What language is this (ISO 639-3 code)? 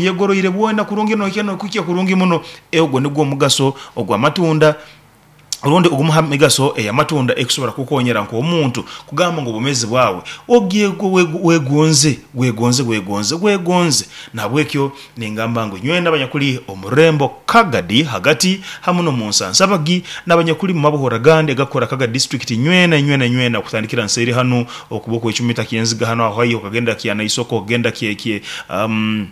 nyo